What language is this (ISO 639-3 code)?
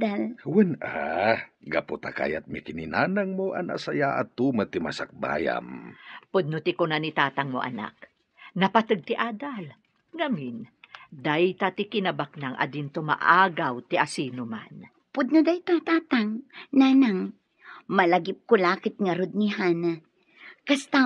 ilo